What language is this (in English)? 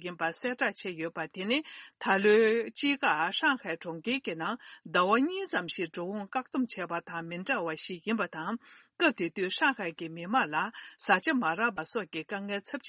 Tibetan